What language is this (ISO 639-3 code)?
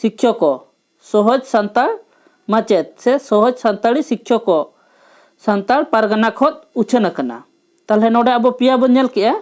sat